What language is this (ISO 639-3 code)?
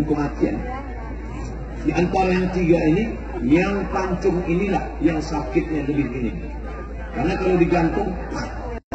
ind